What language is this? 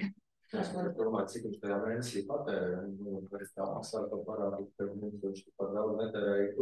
Latvian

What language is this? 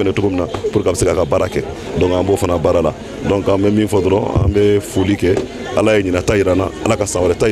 Bambara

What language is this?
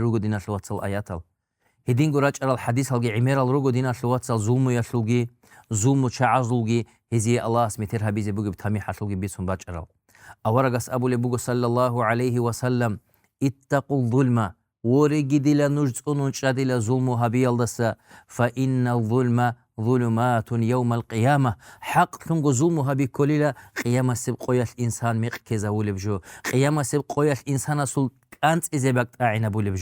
Avaric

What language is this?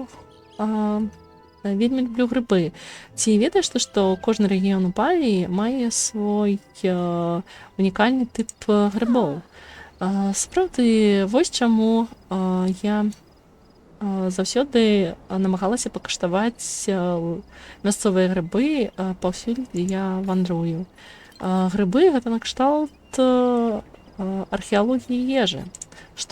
Belarusian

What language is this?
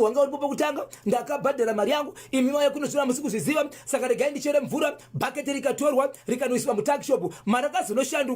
Shona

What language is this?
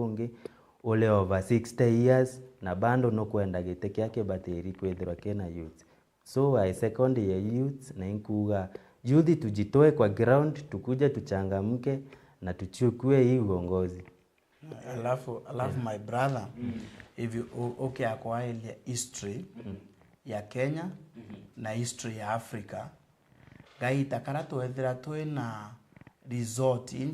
Meru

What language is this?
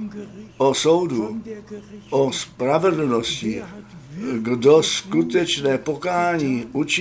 Czech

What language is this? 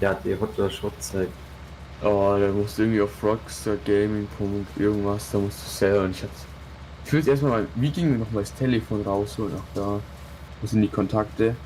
Bavarian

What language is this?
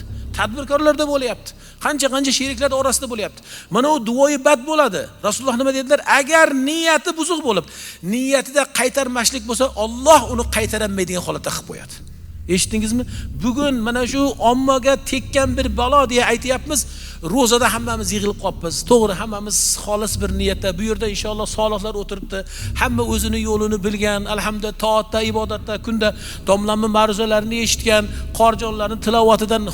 Uzbek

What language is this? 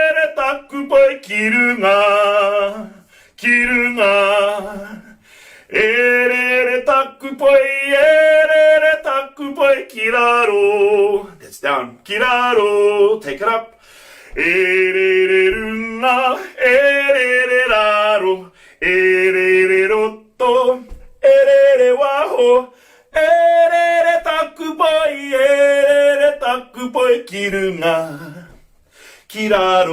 Māori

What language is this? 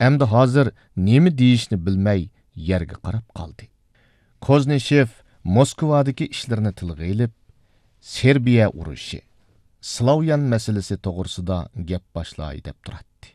Uyghur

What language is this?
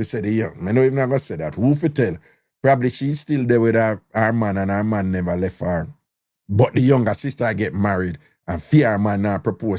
Jamaican Creole English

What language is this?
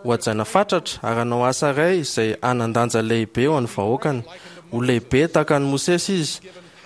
Malagasy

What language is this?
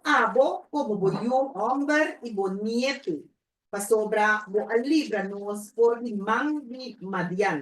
Papiamento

